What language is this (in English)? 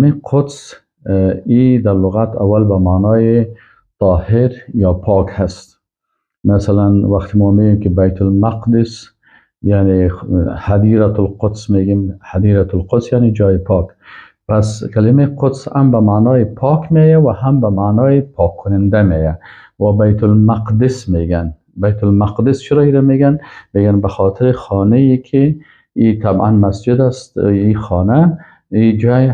Persian